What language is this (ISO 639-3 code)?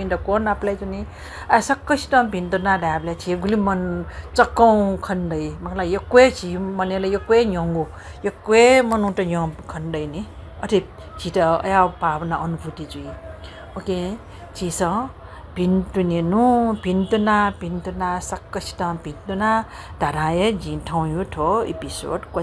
new